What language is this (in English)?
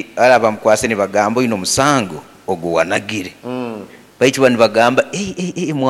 Nyoro